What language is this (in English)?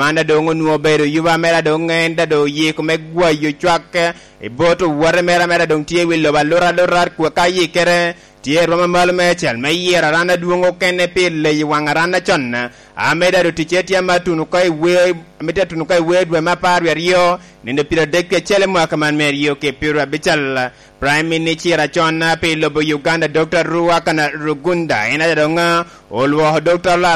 Lango (Uganda)